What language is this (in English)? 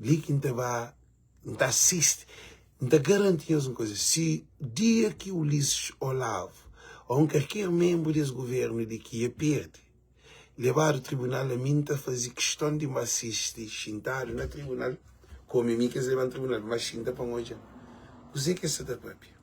Kabuverdianu